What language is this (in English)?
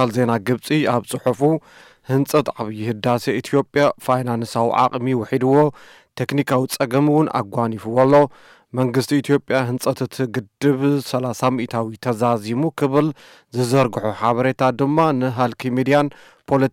Tigrinya